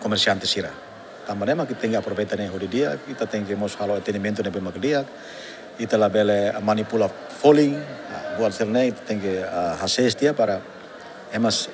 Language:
Tetum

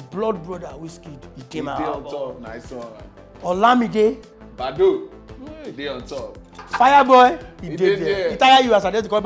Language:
Nigerian Pidgin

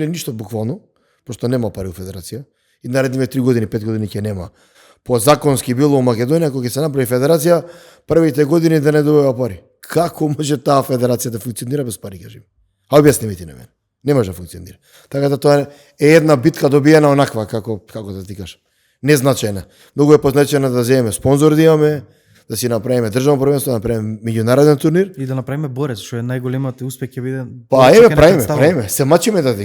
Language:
Macedonian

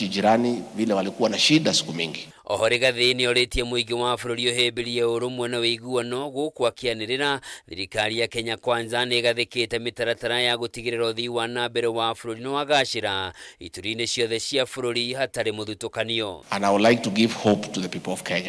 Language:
Kikuyu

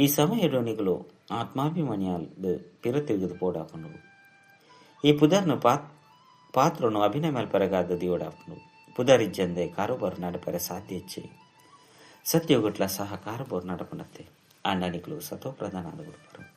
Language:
Tulu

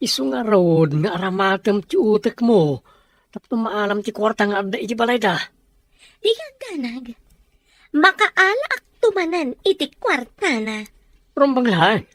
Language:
Iloko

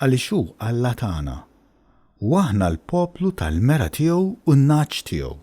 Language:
Maltese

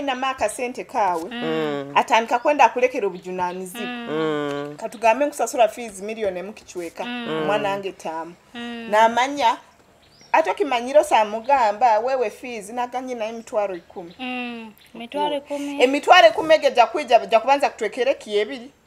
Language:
Nyoro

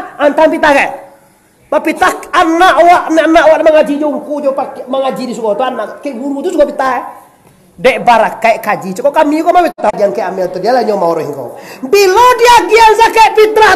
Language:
Minangkabau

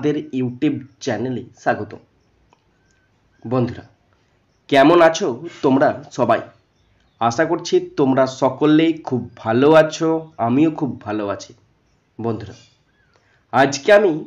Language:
Bangla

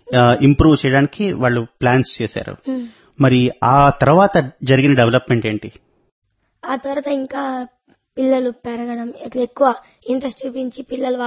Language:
Telugu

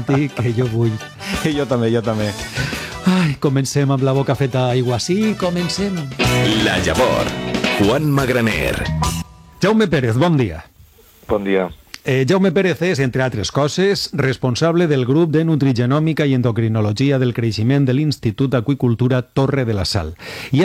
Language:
Catalan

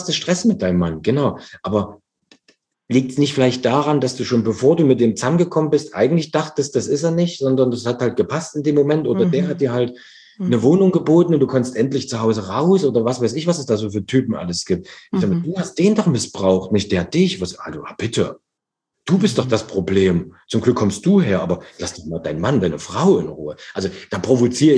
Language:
German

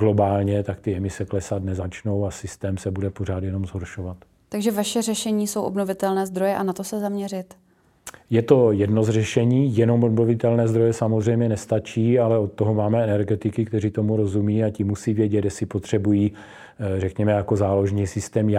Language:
Czech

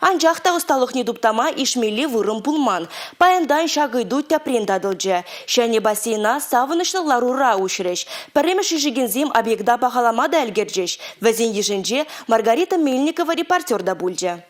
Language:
Chuvash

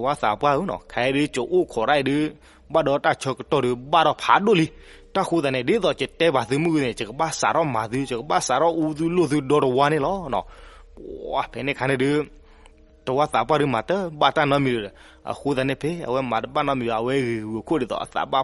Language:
S'gaw Karen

